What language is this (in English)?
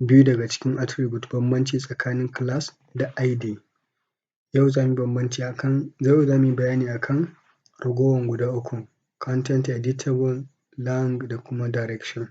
Hausa